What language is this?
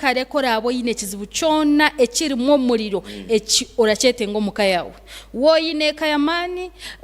Nyankole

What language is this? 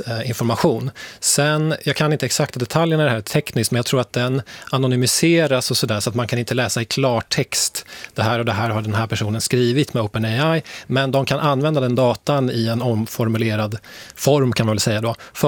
Swedish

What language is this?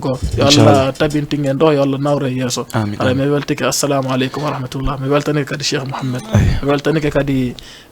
Fula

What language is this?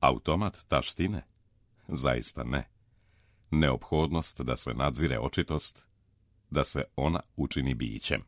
Serbian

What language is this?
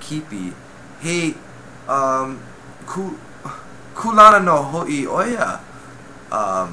Hawaiian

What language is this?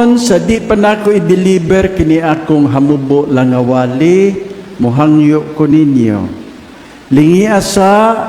Cebuano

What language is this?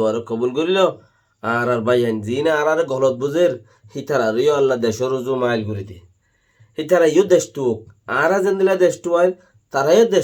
Rohingya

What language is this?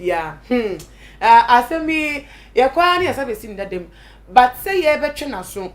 Akan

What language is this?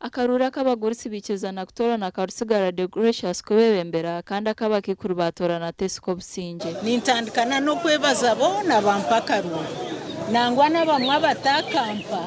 Nyankole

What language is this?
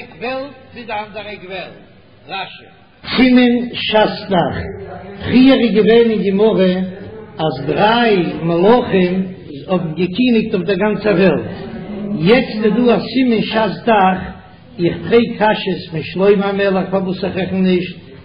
Yiddish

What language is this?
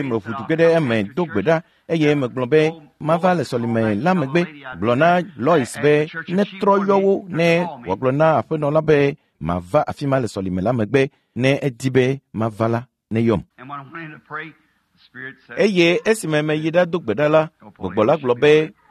Ewe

